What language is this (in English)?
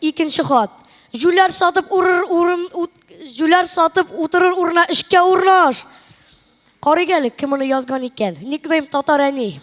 Tatar